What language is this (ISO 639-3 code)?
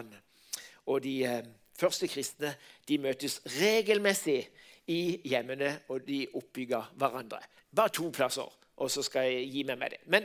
nor